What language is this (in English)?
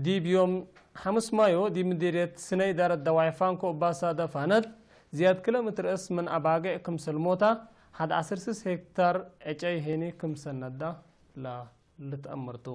Tigre